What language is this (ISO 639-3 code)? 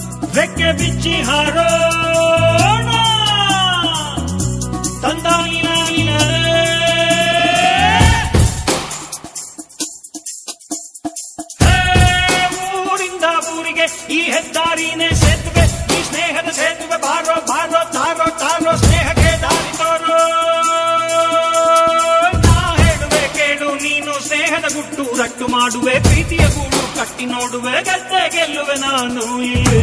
kan